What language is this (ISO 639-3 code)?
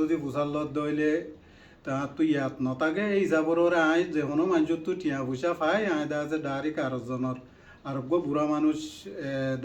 rhg